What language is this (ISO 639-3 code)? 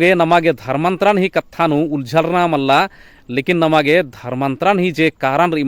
kru